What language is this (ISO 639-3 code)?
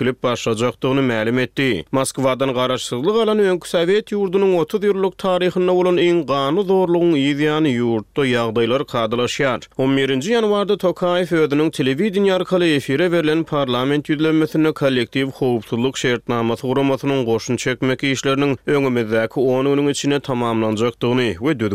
tuk